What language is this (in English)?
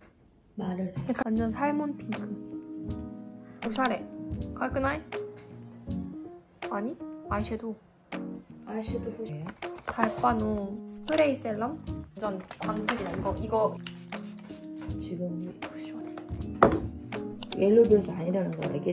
Japanese